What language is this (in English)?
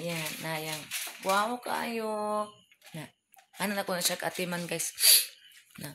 Cebuano